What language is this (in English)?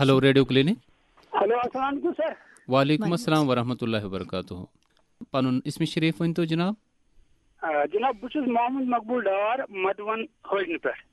Kashmiri